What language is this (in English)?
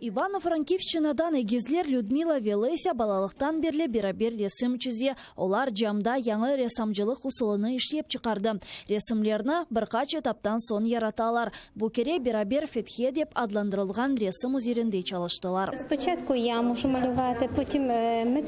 Crimean Tatar